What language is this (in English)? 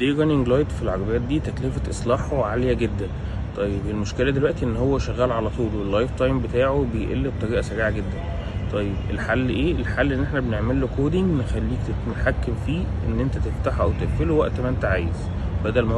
Egyptian Arabic